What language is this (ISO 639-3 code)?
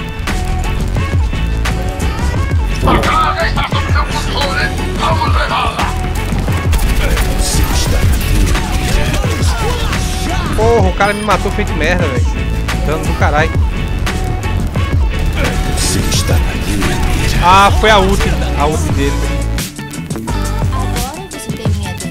por